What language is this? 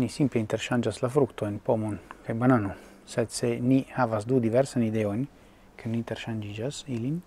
Esperanto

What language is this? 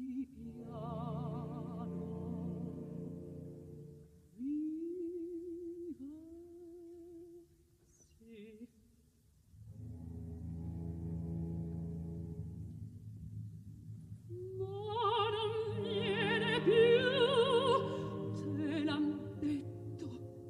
Italian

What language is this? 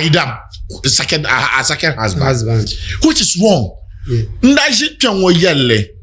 Dagbani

